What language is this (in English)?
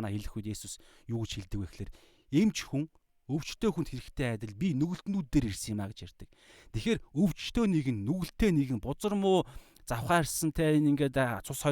Mongolian